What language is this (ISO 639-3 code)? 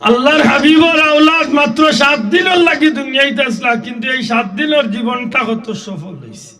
syl